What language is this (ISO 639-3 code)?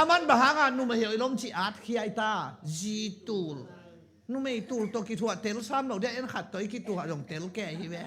ctd